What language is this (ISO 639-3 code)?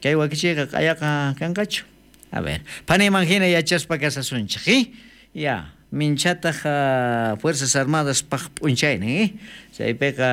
quh